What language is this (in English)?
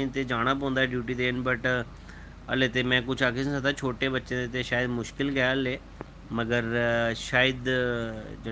Dogri